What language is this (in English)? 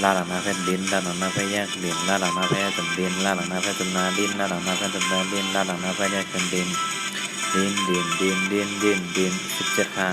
Shan